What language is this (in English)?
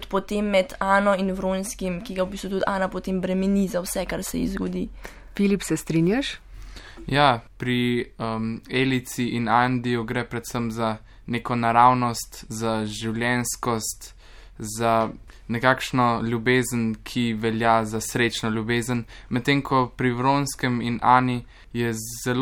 Slovenian